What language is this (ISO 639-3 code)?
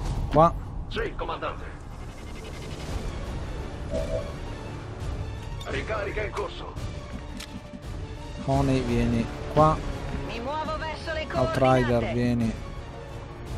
ita